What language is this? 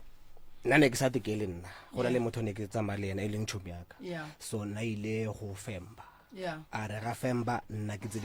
Northern Sotho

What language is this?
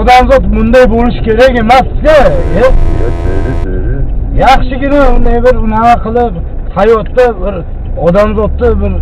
Uzbek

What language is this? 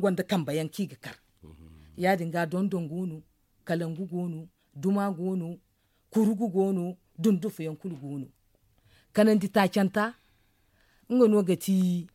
Zarma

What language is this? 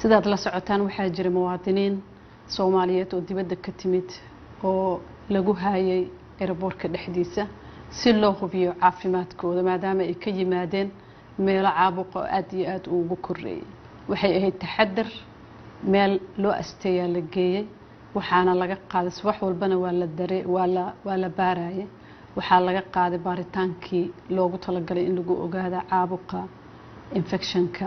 Somali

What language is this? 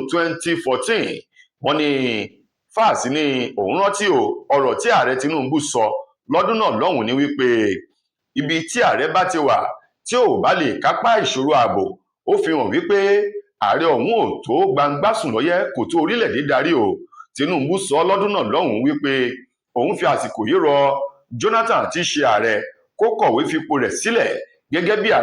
Yoruba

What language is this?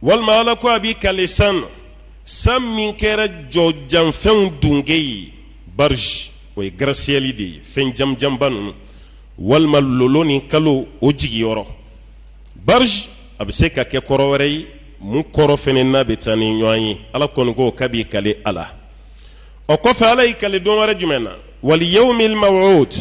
Bambara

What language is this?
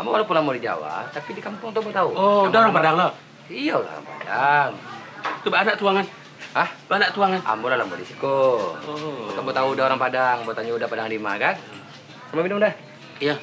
Minangkabau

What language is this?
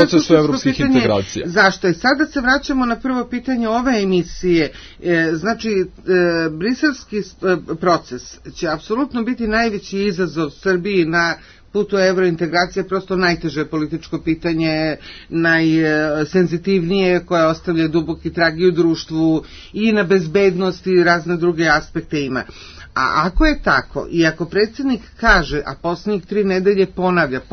Serbian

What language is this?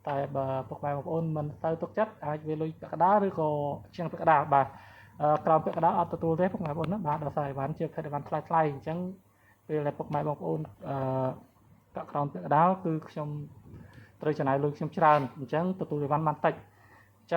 Khmer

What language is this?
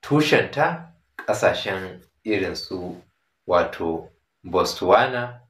Hausa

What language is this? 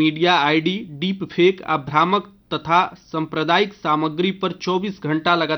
Bhojpuri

